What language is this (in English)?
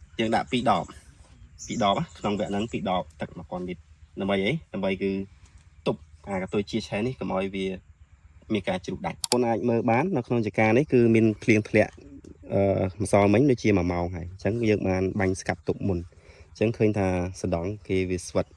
Khmer